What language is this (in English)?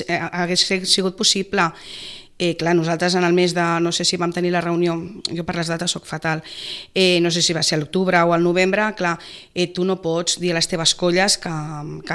Catalan